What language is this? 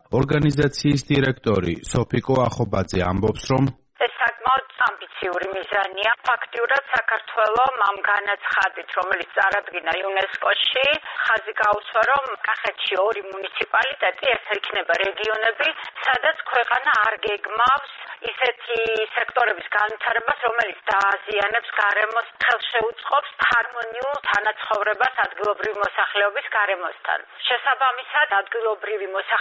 Georgian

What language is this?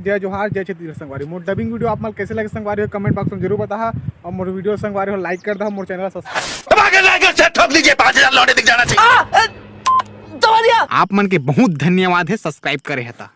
Chhattisgarhi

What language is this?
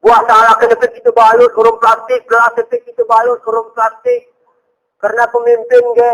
Gayo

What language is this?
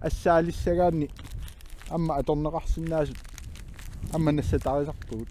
Kalaallisut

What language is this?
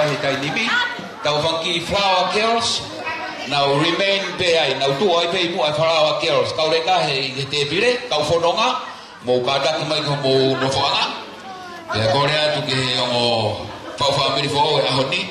Tongan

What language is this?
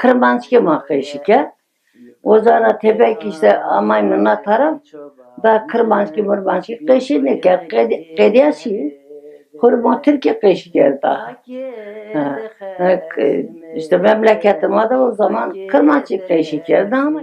Zaza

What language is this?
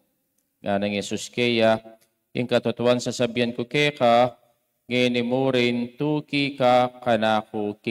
Pampanga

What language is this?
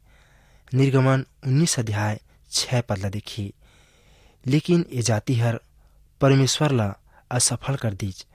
Chhattisgarhi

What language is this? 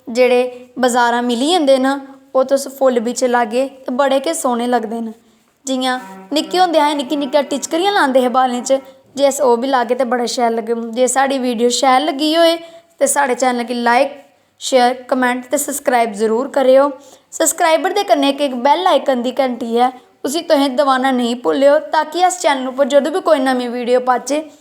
Dogri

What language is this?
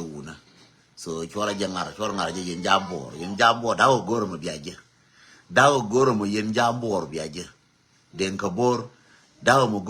Nuer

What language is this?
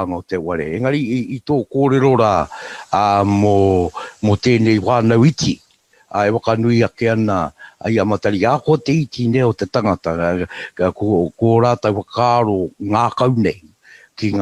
Māori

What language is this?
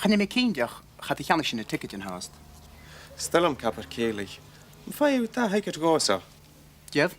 Scottish Gaelic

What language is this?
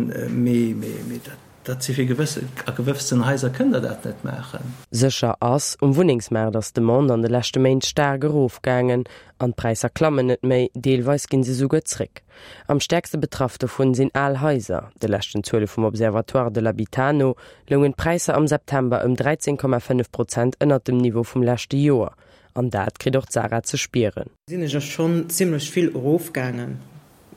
Luxembourgish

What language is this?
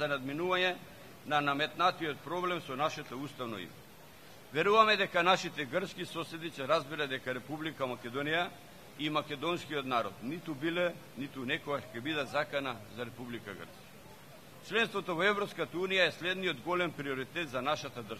Macedonian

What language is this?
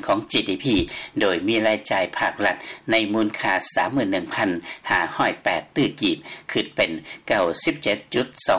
Lao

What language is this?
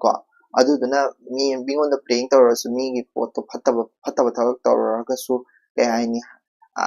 Manipuri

